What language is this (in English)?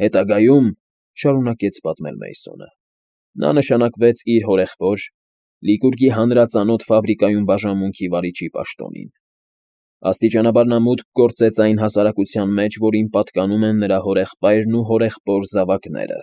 Armenian